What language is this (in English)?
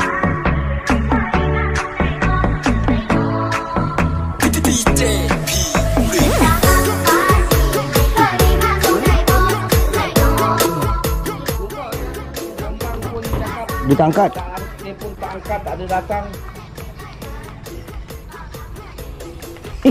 Malay